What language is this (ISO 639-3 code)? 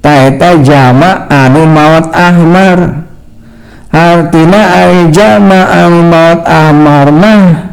sun